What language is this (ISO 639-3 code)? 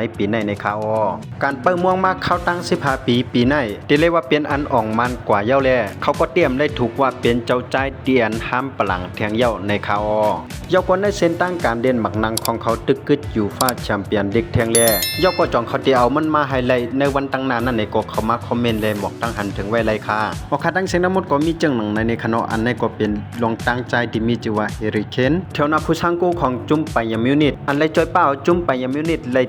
shn